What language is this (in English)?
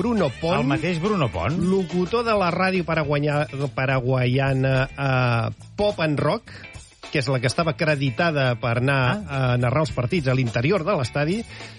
Catalan